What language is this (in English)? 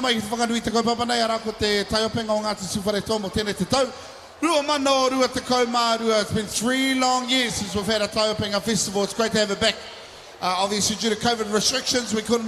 Māori